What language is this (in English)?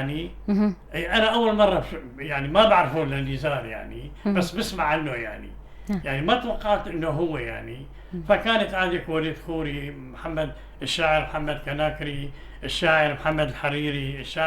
North Levantine Arabic